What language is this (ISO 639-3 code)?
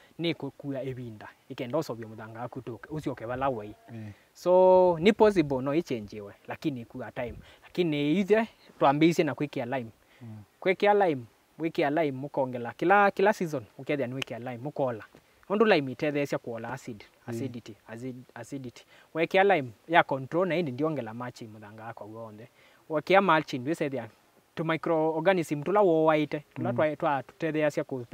kam